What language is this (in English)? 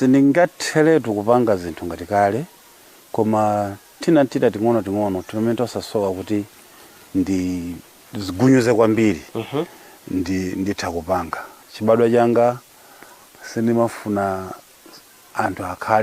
Nyanja